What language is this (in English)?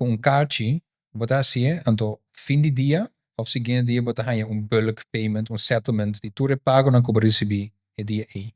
Papiamento